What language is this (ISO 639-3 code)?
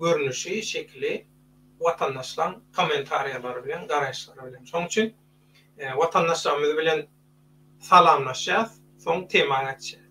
tuk